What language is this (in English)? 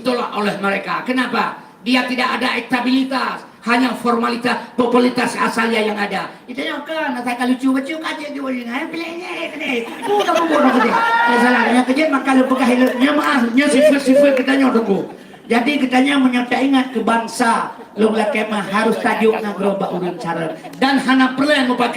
Achinese